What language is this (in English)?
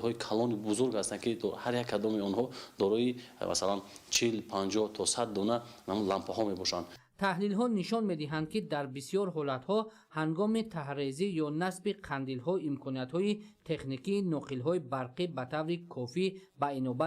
Tajik